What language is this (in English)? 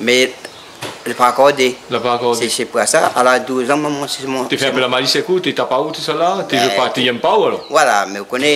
Réunion Creole French